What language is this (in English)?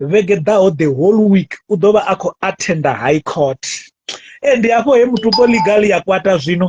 Venda